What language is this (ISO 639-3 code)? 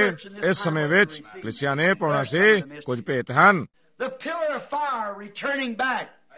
pan